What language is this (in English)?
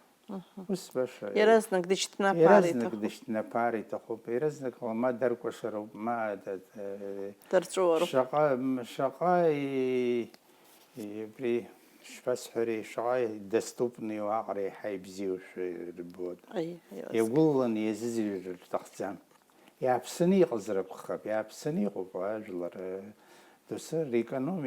Abkhazian